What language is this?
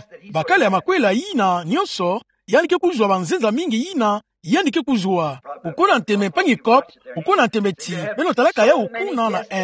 Kituba (Democratic Republic of Congo)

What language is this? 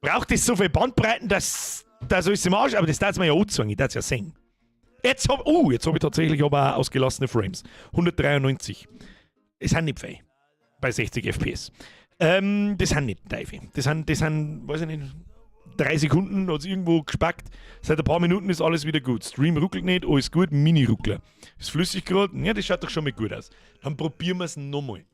Bavarian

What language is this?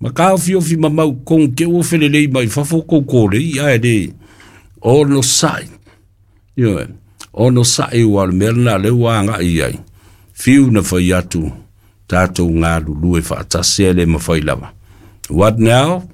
Samoan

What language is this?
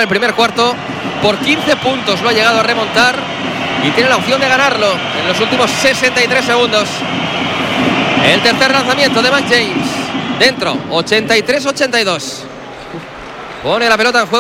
Spanish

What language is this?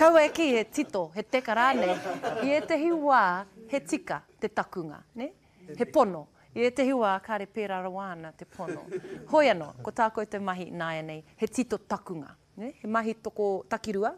Māori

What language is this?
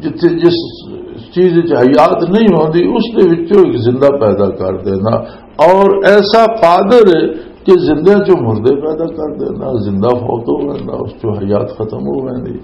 Western Panjabi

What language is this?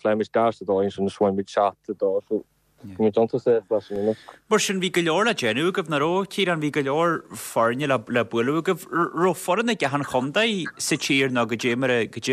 Irish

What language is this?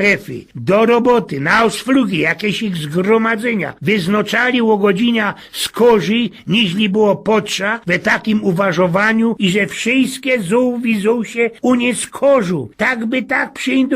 Silesian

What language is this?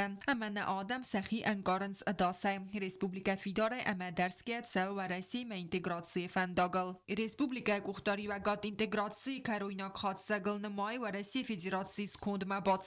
Ossetic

